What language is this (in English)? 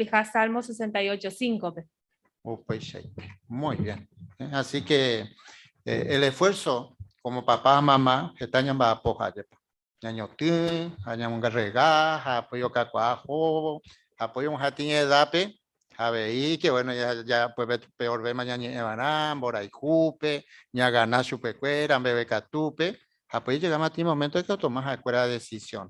Guarani